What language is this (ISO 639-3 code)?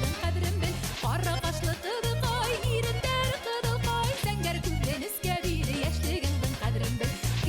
bak